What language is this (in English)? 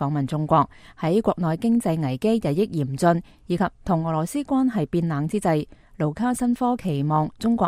Cantonese